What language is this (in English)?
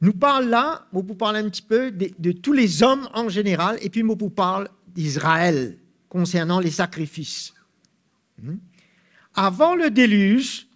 Morisyen